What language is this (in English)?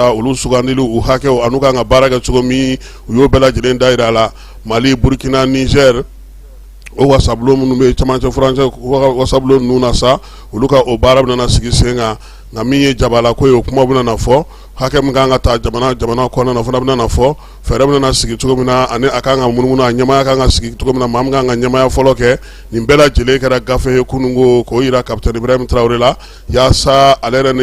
Bambara